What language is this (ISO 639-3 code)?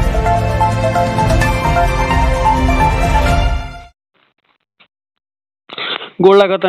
bho